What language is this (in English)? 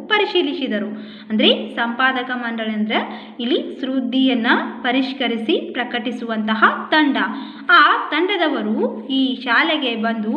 Kannada